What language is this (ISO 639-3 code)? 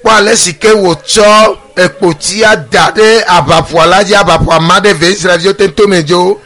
ewe